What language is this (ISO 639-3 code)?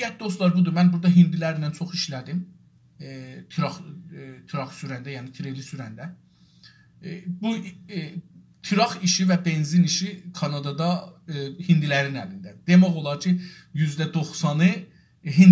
azb